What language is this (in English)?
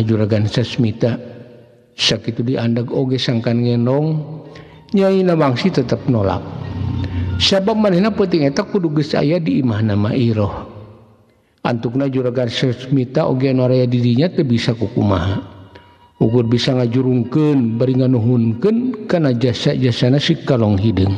Sundanese